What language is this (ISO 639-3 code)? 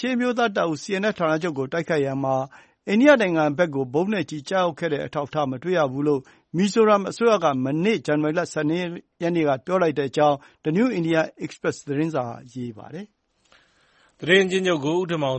mya